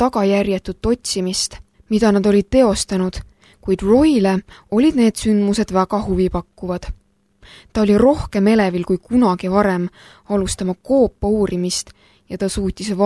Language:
Estonian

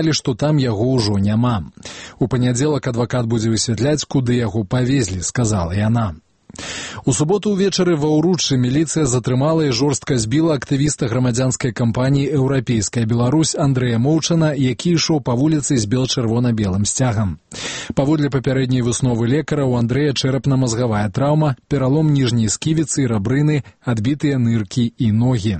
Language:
Belarusian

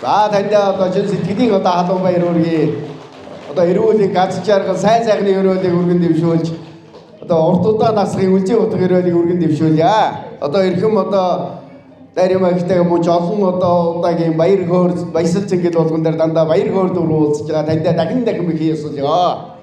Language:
Mongolian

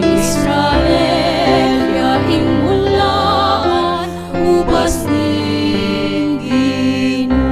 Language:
Pampanga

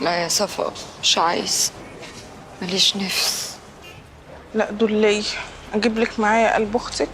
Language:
Egyptian Arabic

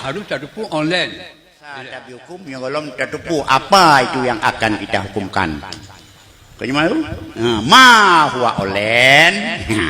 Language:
Achinese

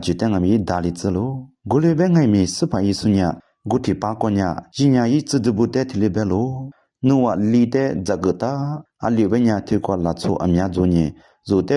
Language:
Lisu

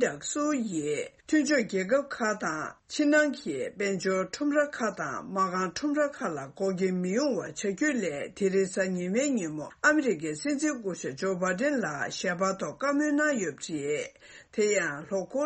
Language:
Tibetan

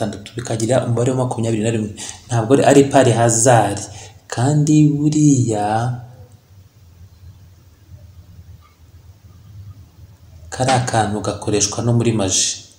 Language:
Kinyarwanda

